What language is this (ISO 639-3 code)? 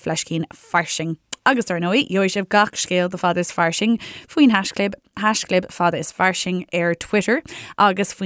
gle